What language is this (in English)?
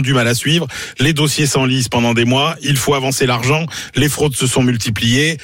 French